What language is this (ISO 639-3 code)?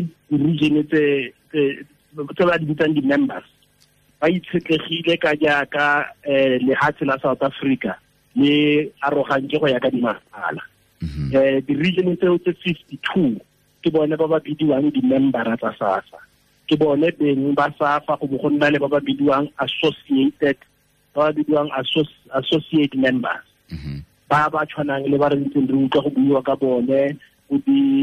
tsn